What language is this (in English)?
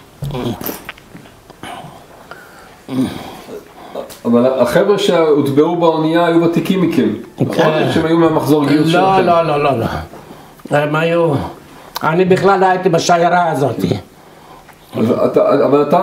Hebrew